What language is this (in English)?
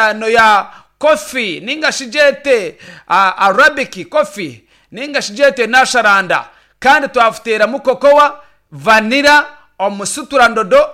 Nyankole